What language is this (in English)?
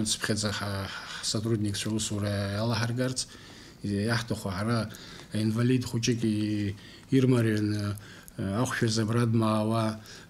Abkhazian